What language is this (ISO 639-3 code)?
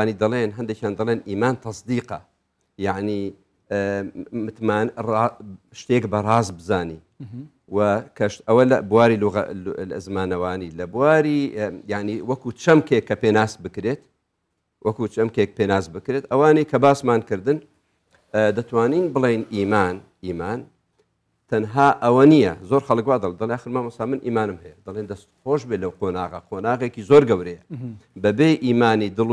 ckb